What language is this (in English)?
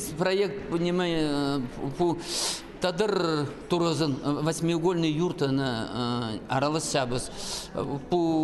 Khakas